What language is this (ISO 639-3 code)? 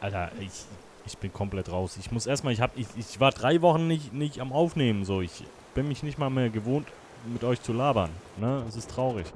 gsw